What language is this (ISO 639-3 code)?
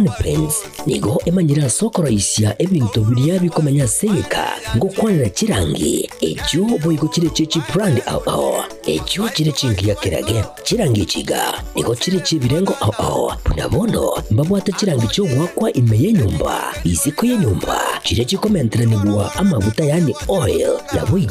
guz